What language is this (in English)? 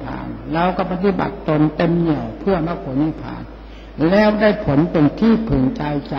Thai